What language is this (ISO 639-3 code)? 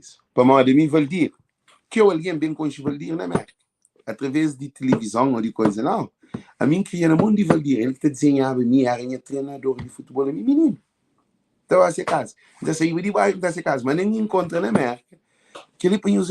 kea